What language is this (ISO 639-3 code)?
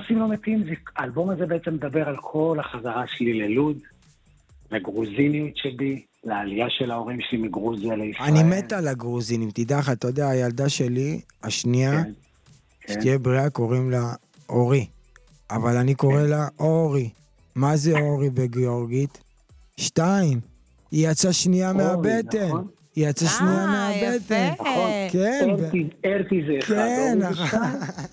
heb